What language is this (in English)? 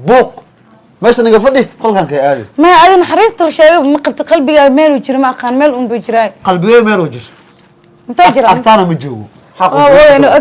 Somali